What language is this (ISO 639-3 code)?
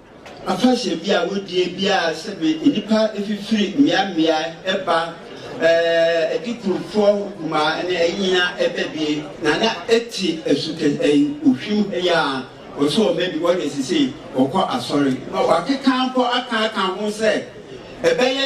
aka